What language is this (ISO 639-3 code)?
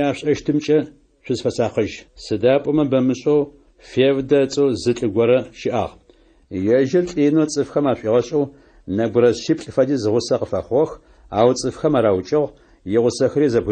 ady